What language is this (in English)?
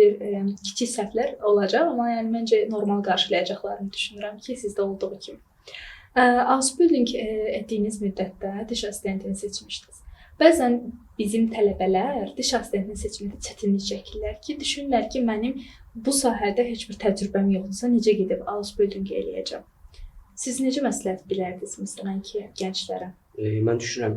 Azerbaijani